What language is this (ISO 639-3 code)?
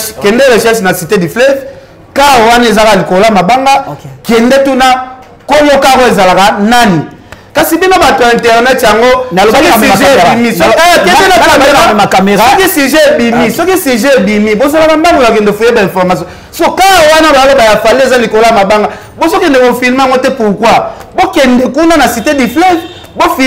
lin